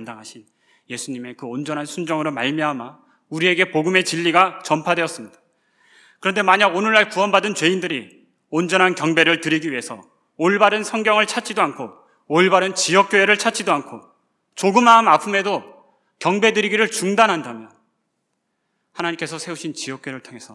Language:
Korean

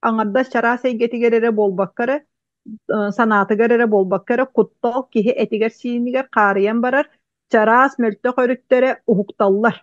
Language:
Yakut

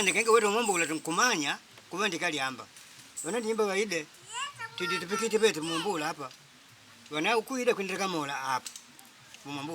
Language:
Makonde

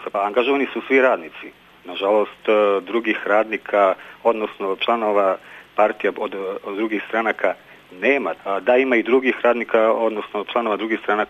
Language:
Serbian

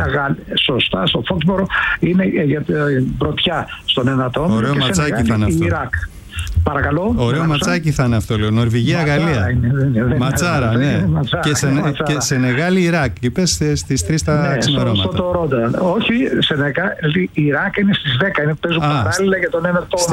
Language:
Greek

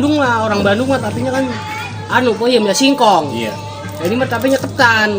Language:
Betawi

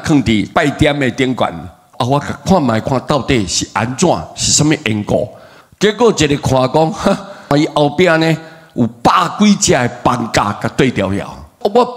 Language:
Min Nan Chinese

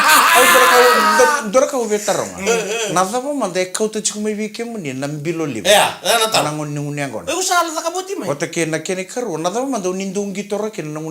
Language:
Fijian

